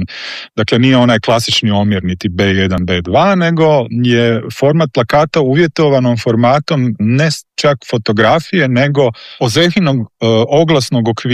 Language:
Croatian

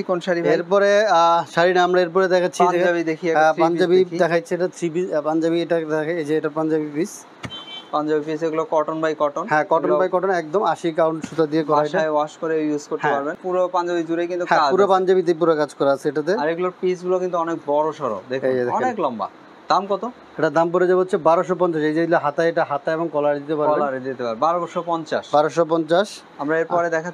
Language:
Bangla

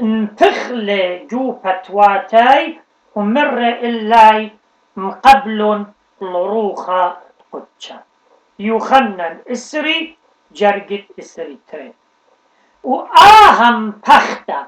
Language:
Assyrian Neo-Aramaic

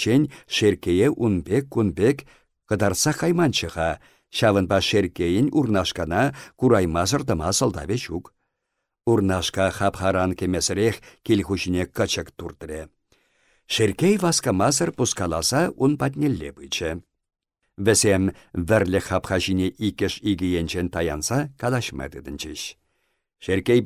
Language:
Chuvash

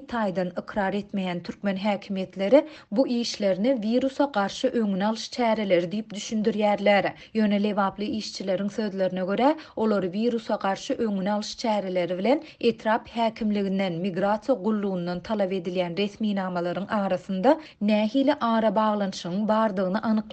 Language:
Turkmen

